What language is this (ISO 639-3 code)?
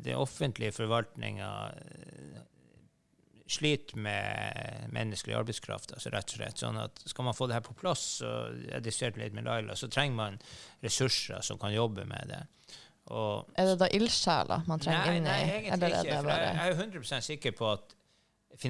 nor